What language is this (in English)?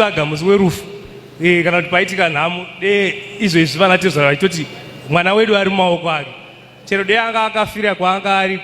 Shona